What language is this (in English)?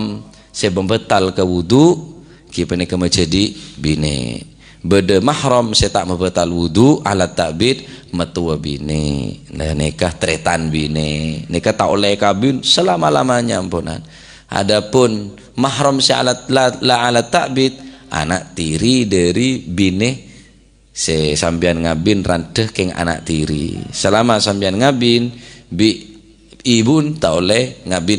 Madurese